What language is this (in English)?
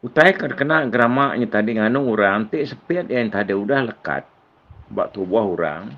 Iban